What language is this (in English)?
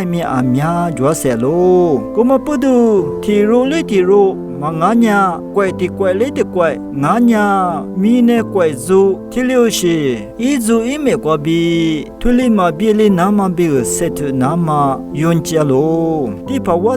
Lisu